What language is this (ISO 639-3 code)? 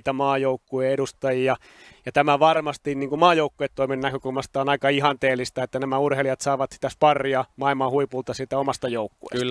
fin